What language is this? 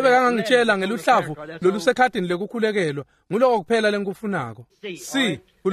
Swati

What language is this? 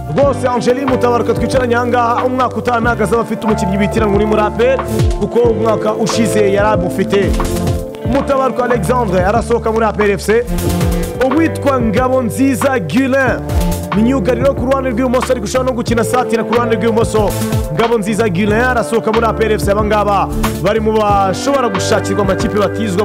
Kinyarwanda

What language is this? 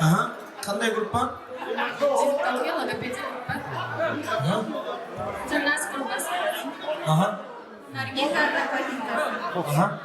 Kara-Kalpak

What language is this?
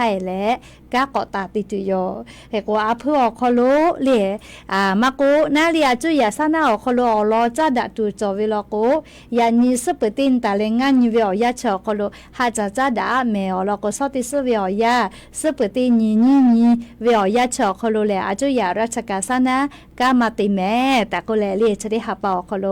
Lahu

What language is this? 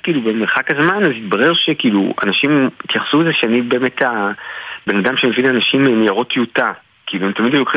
Hebrew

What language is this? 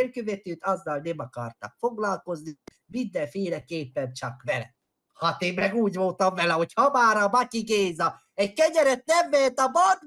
Hungarian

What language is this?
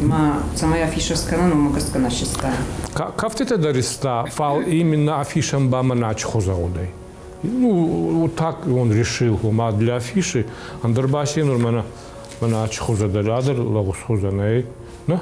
Ossetic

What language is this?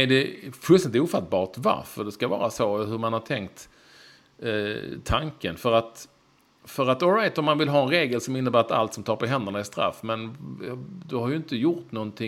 Swedish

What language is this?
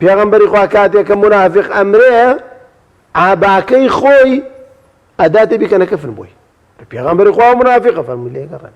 Central Kurdish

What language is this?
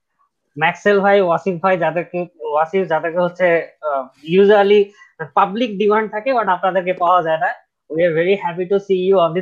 Bangla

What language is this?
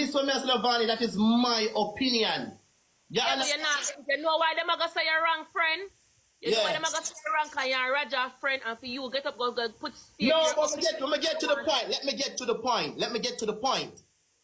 Jamaican Creole English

